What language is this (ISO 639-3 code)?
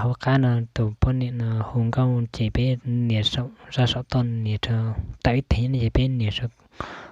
hmn